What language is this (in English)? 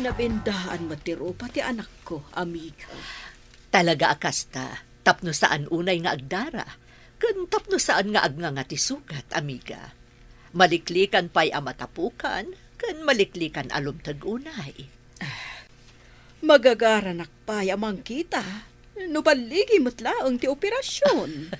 Iloko